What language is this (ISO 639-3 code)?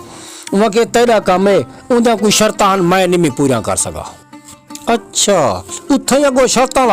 skr